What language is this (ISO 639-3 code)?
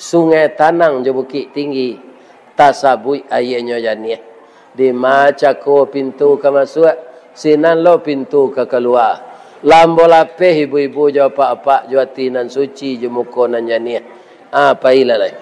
min